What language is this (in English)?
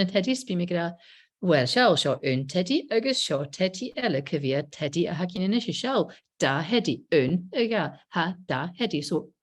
Scottish Gaelic